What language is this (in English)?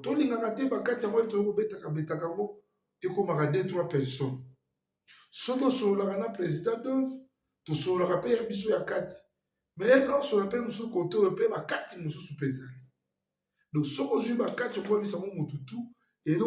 Lingala